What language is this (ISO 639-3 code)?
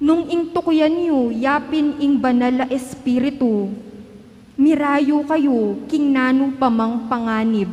pam